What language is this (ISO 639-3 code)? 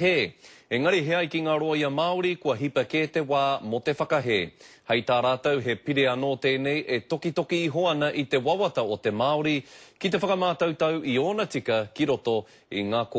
mri